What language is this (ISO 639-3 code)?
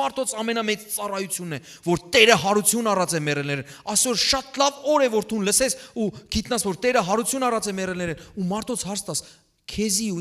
hyw